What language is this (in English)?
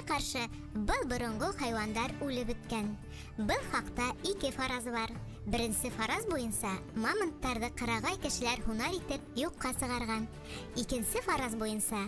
Bashkir